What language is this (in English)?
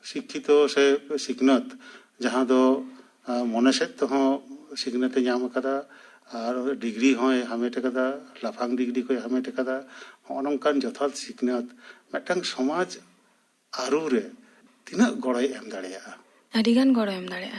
Santali